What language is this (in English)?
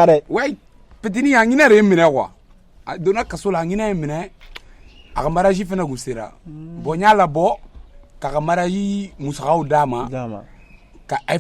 Bambara